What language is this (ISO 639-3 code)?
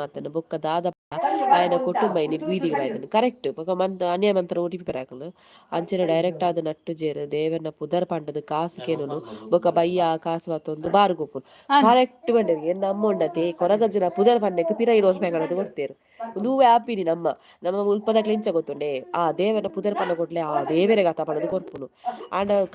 tcy